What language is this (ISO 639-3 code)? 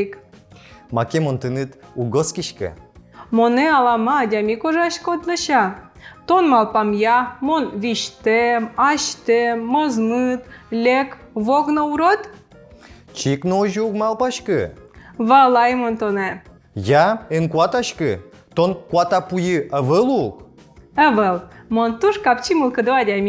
udm